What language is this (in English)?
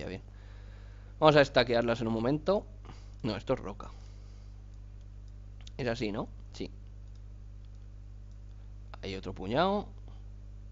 Spanish